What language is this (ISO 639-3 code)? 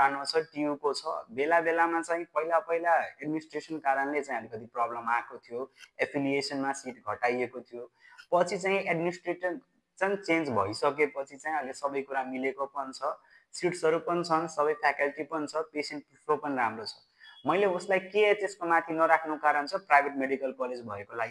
nep